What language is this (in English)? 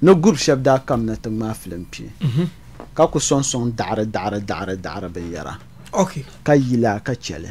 Dagbani